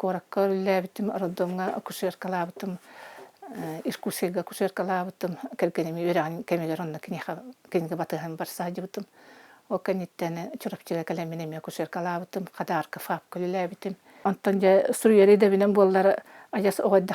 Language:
Yakut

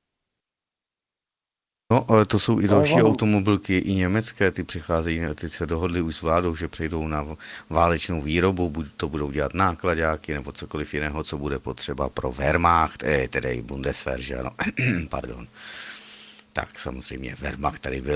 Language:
Czech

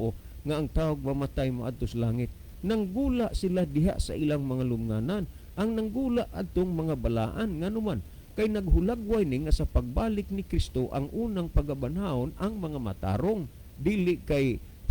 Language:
Cebuano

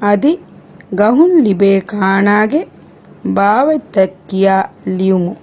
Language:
Divehi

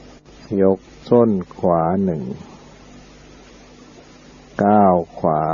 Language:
Thai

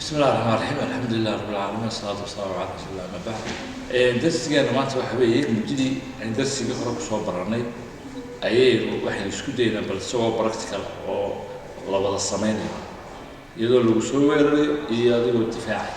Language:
Somali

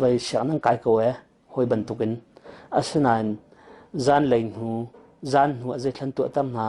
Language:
Hakha Chin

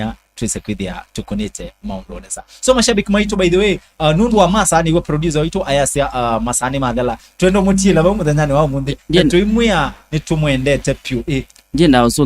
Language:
Kamba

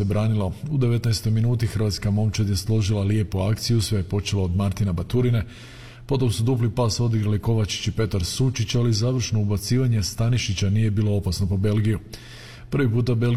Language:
Croatian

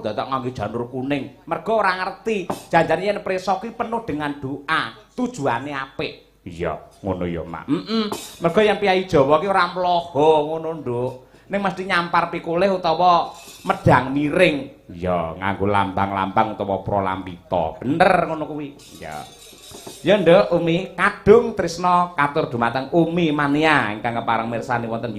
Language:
Javanese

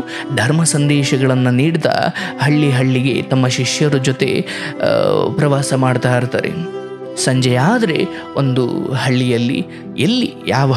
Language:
Kannada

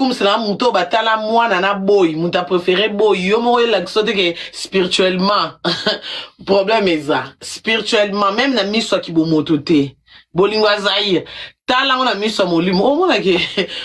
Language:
Lingala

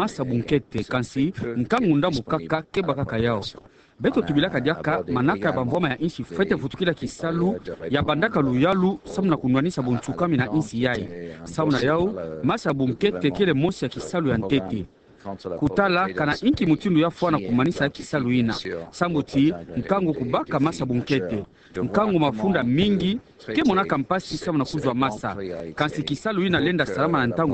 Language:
Kituba (Democratic Republic of Congo)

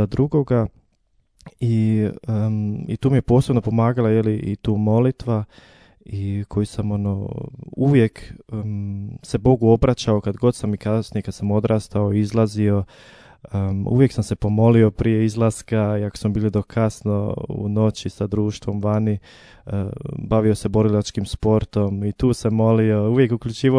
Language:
Croatian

